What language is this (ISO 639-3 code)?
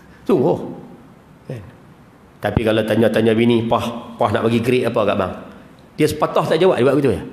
msa